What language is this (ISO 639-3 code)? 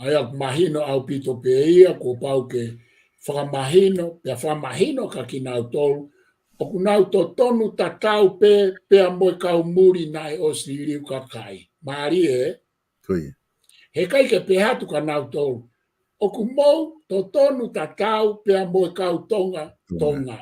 ton